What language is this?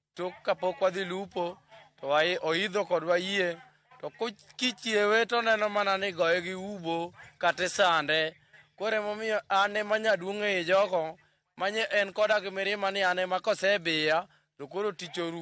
Luo (Kenya and Tanzania)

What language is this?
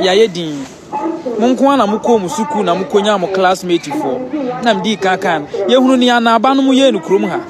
Akan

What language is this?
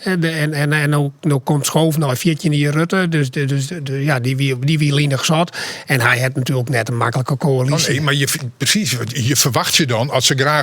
Western Frisian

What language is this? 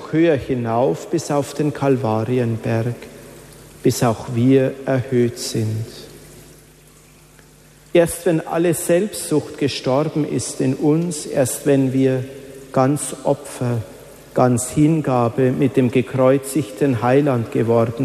German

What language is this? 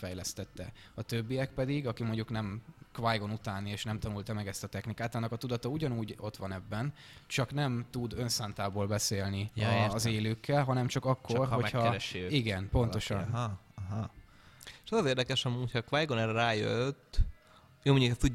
Hungarian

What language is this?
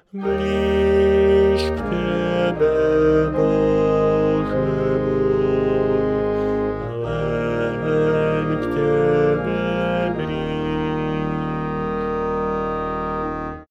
Slovak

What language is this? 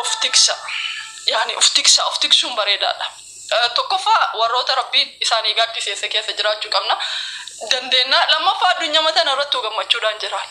Oromo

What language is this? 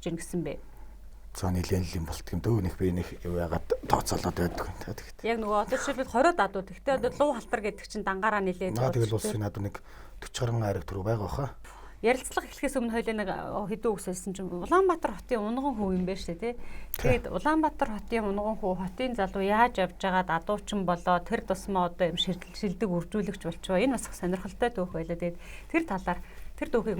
Mongolian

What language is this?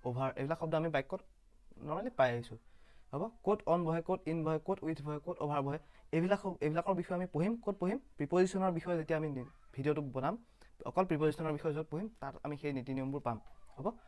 Assamese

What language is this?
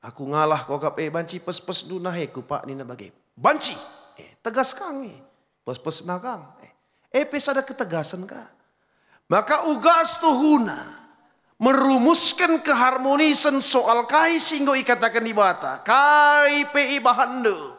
Batak Karo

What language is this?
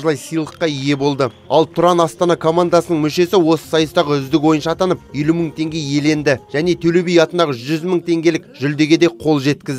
Kazakh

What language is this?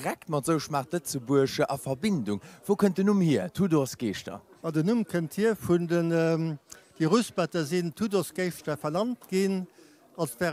Luxembourgish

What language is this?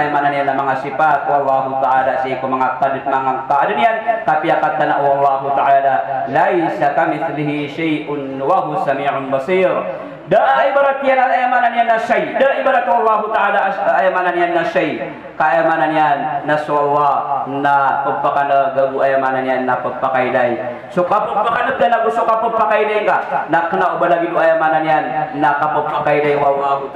Maranao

